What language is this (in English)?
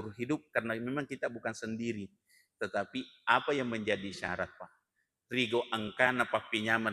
Buginese